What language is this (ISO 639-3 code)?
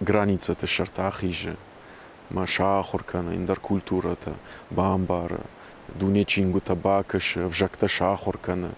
oss